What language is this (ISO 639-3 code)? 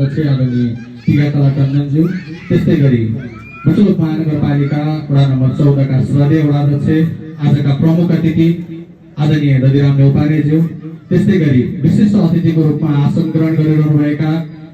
nep